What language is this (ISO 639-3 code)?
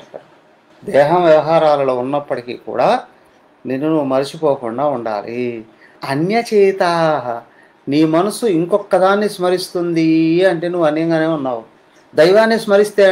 tel